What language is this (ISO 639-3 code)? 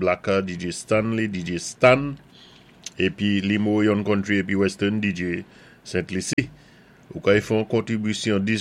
acf